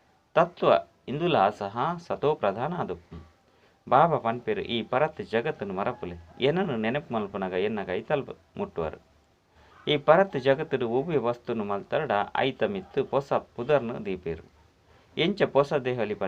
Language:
Tulu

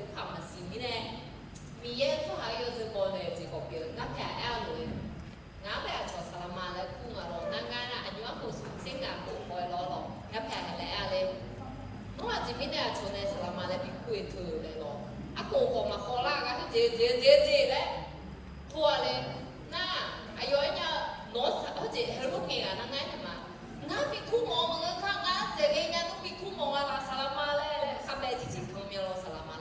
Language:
Akha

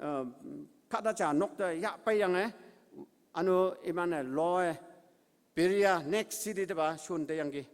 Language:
Konyak Naga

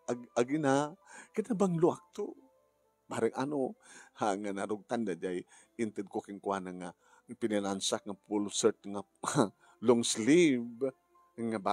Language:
Iloko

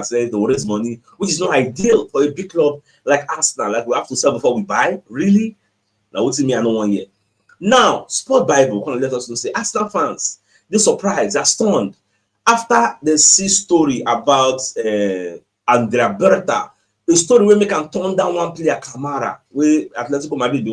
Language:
Nigerian Pidgin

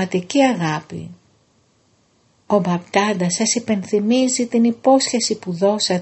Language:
Greek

